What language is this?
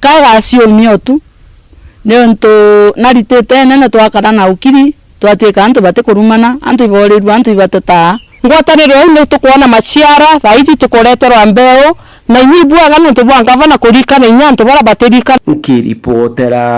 Meru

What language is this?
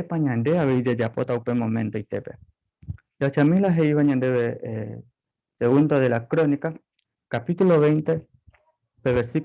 Guarani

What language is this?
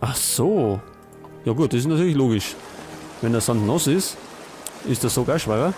Bavarian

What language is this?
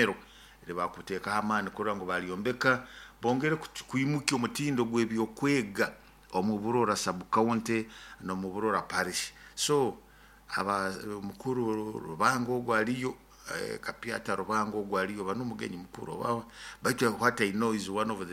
Nyoro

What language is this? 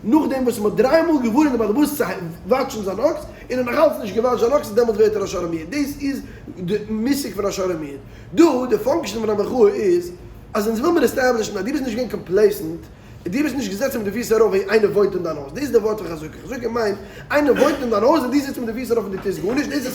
Yiddish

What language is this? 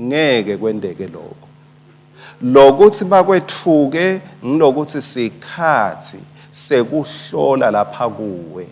Swati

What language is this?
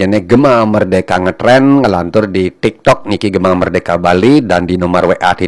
Balinese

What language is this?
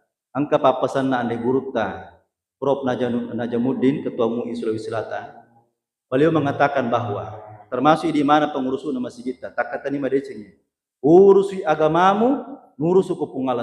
Buginese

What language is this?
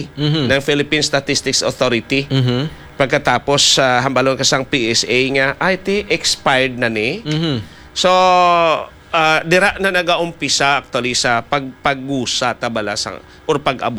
Hiligaynon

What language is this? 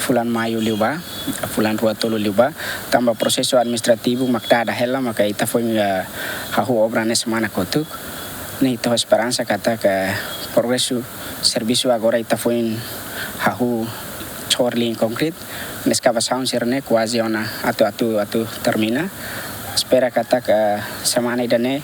Tetum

